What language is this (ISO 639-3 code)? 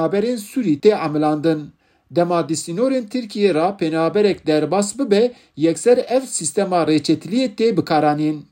kur